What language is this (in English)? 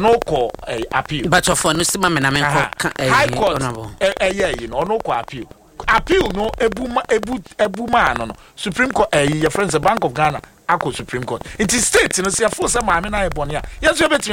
Akan